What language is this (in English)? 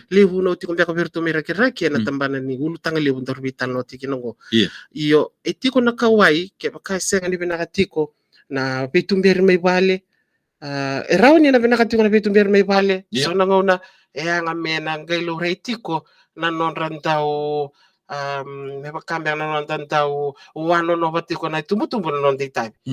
Fijian